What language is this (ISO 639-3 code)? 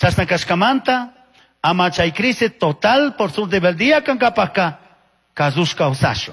qug